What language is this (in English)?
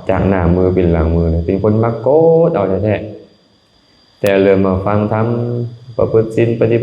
Lao